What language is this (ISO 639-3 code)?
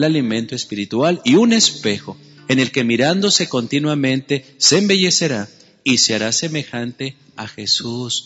spa